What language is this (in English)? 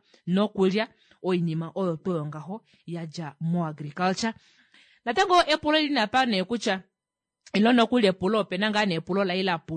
Kuanyama